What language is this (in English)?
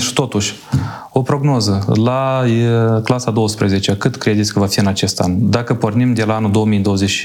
Romanian